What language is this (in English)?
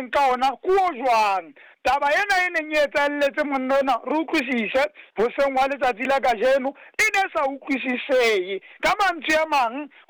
Southern Sotho